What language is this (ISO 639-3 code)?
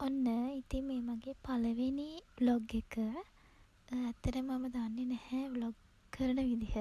sin